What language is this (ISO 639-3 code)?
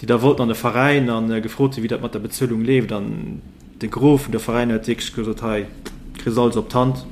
ltz